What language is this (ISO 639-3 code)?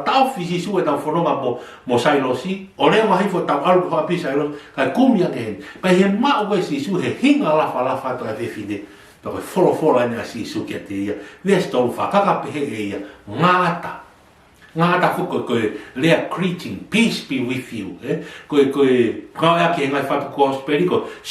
ton